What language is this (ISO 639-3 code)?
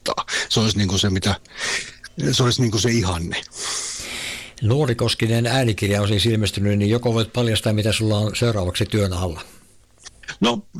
fin